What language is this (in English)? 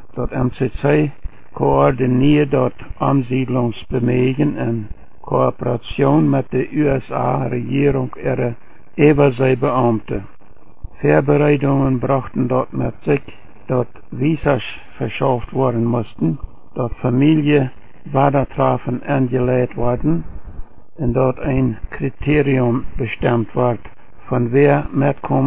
Plautdietsch